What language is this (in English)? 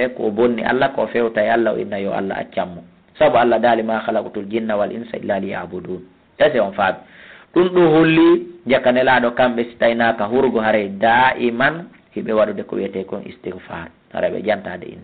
Fula